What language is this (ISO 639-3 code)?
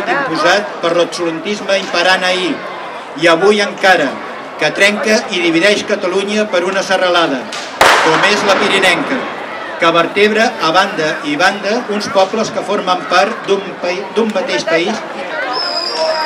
cat